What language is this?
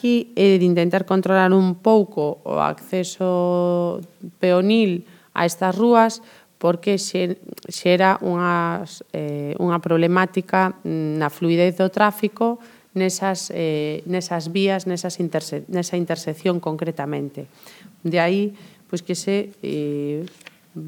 Galician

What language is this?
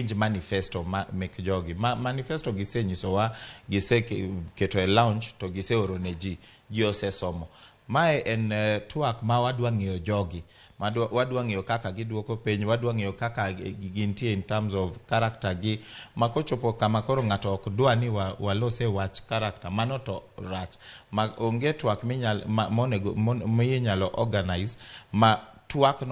Luo (Kenya and Tanzania)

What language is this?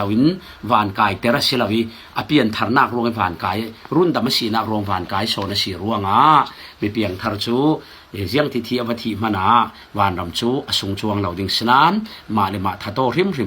Falam Chin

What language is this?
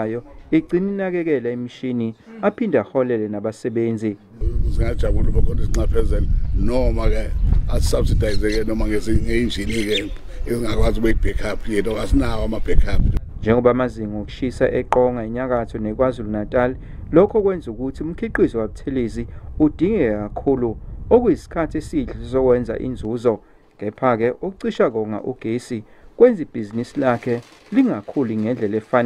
Zulu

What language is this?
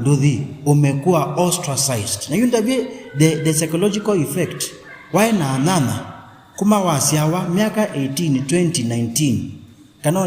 Kamba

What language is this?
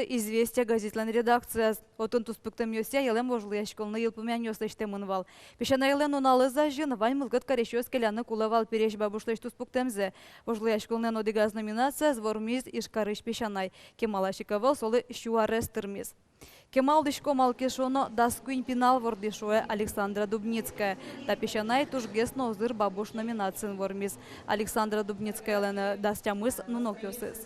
Udmurt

